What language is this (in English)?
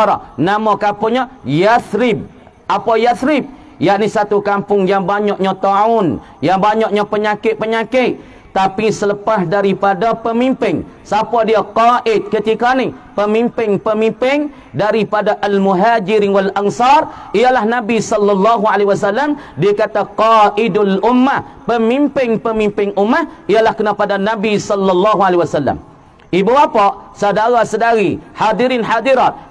Malay